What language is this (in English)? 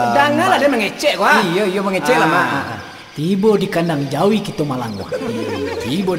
Minangkabau